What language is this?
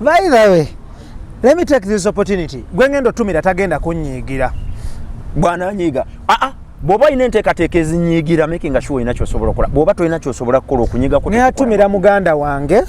Ganda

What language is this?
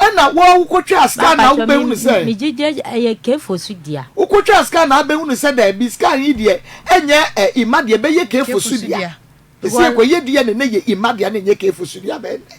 Akan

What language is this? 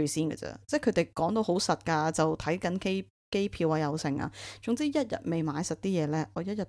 Cantonese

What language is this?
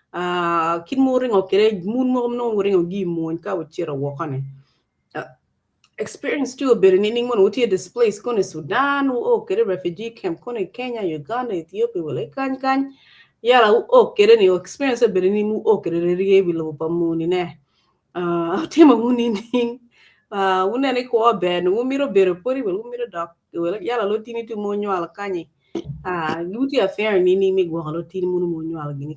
Acoli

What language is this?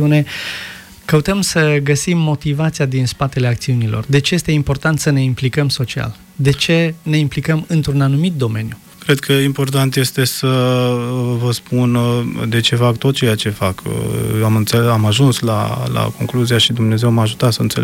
Romanian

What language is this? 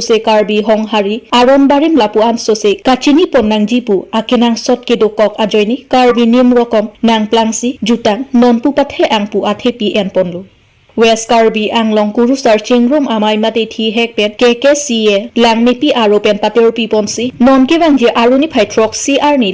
Karbi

